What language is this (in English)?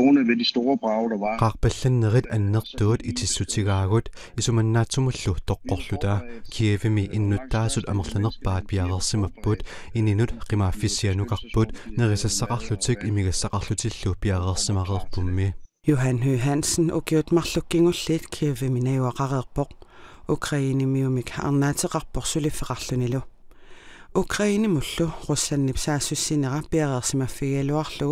Kalaallisut